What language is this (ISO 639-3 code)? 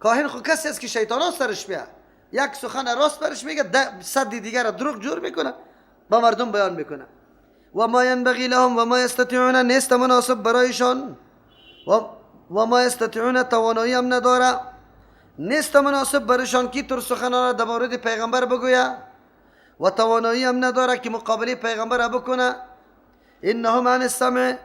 fas